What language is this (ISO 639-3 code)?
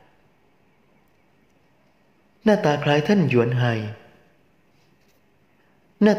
tha